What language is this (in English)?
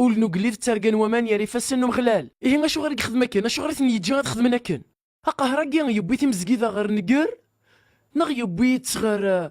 Kabyle